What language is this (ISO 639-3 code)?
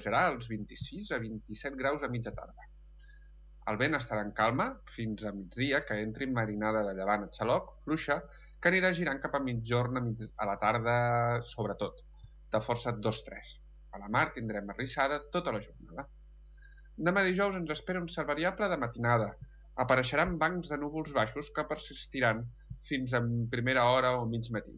cat